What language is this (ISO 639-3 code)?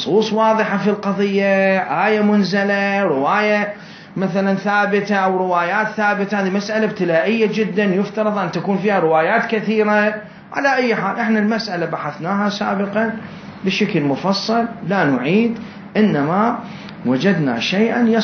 acm